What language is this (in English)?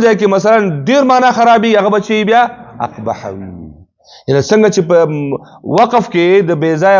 Pashto